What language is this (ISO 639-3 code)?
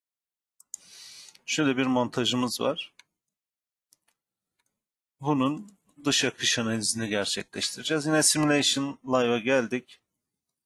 tur